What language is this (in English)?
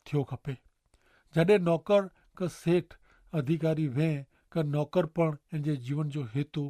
Kachhi